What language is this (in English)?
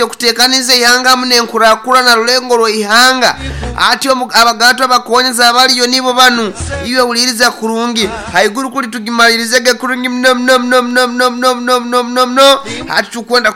Nyoro